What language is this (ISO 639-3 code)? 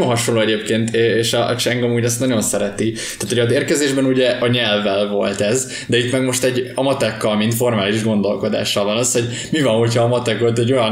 hun